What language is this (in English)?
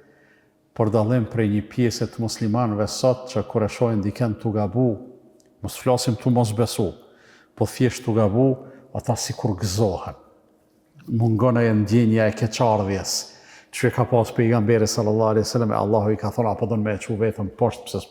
Albanian